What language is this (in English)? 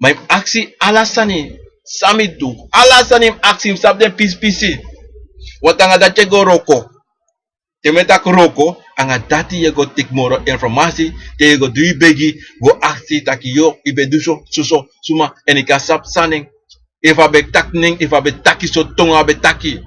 Sranan Tongo